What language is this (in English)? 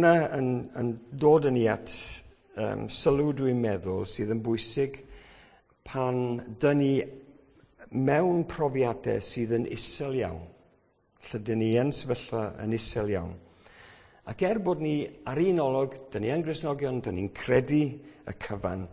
Welsh